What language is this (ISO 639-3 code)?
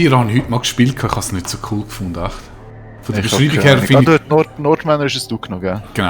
gsw